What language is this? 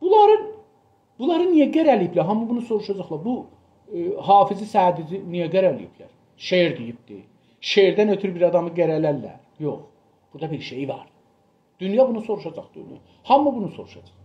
South Azerbaijani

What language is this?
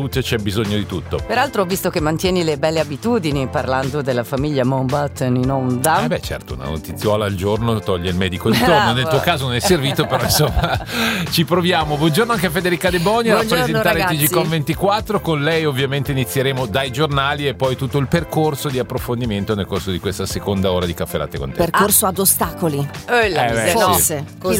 Italian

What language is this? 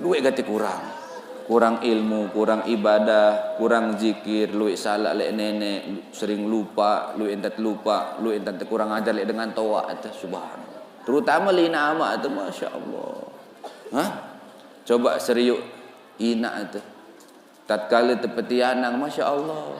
Sasak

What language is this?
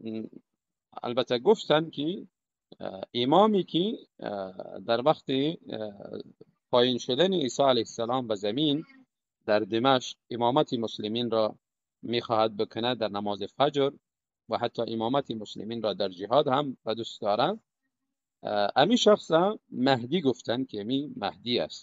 Tajik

